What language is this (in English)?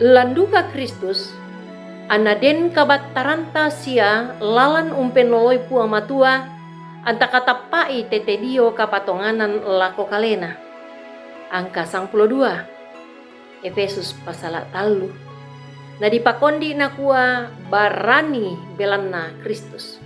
Toraja-Sa'dan